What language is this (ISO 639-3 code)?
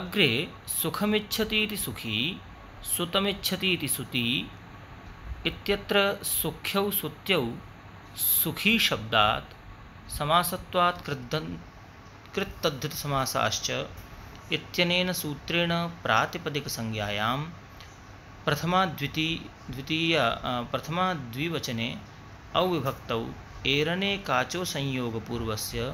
san